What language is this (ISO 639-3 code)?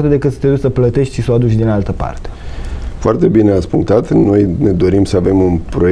ron